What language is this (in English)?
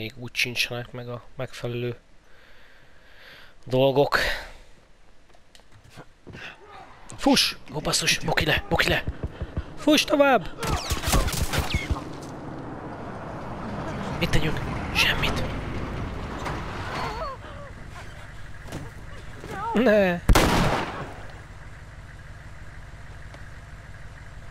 Hungarian